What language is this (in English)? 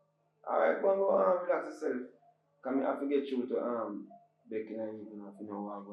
Jamaican Creole English